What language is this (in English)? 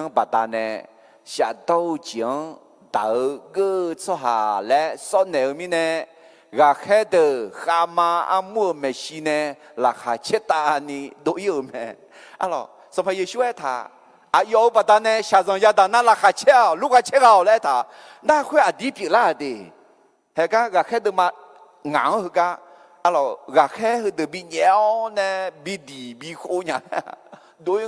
Akha